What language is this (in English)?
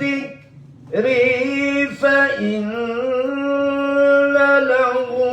Maranao